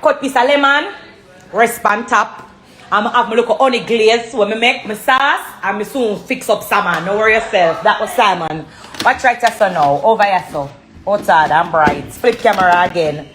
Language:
Jamaican Creole English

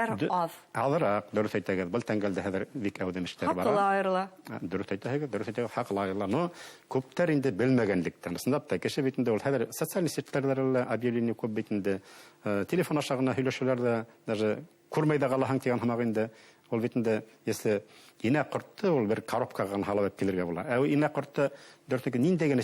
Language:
Bashkir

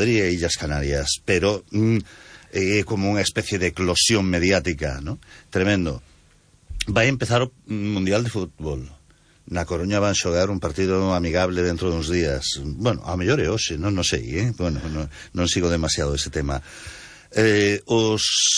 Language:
Galician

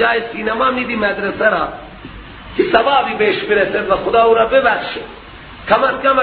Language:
Persian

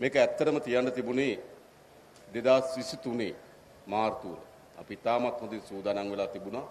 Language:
Sinhala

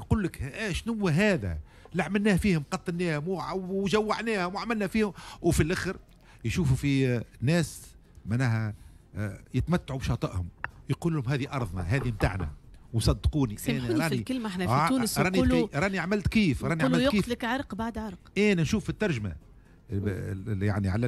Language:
Tunisian Arabic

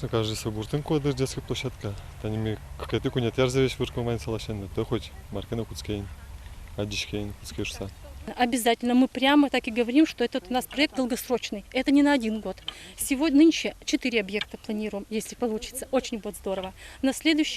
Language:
Udmurt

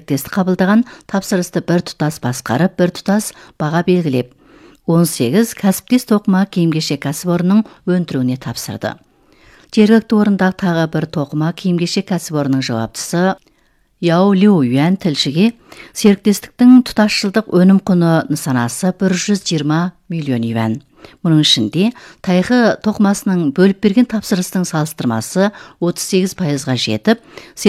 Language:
Kazakh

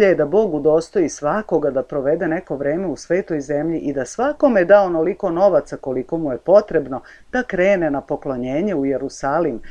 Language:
Serbian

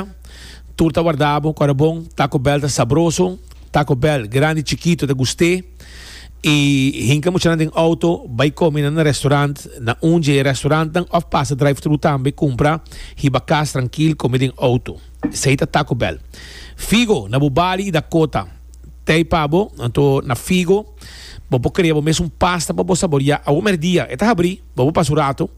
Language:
Papiamento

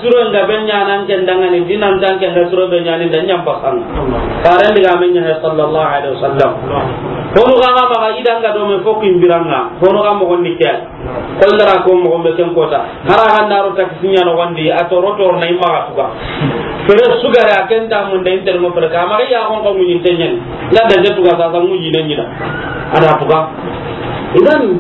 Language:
Soninke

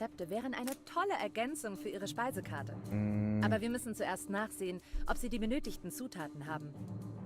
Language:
Bavarian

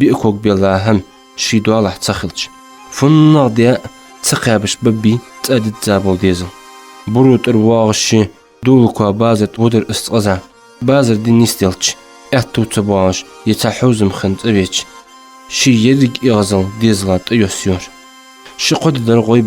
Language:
Ingush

